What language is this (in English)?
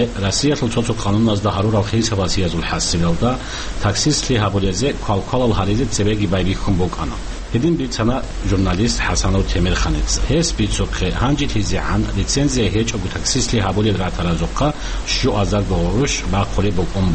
Avaric